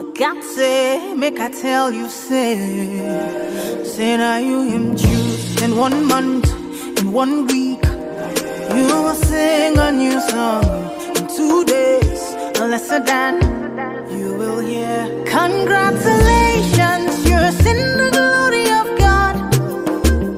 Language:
Kinyarwanda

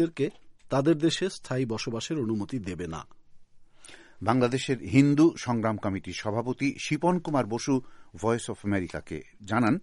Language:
Bangla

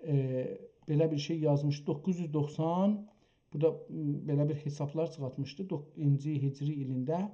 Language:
South Azerbaijani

